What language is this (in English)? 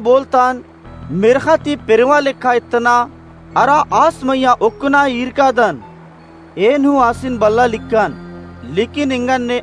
Kurukh